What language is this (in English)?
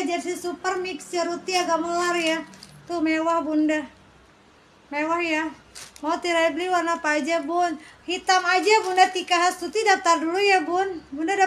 Indonesian